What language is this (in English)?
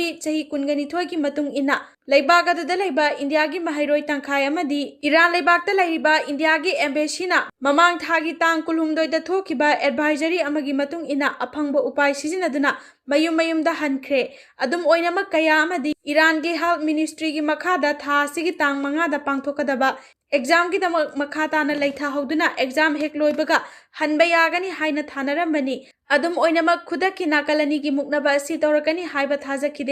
Manipuri